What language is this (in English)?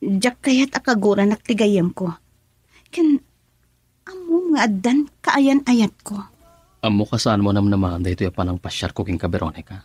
Iloko